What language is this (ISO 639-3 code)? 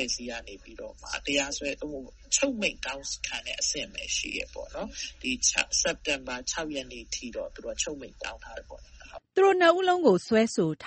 mya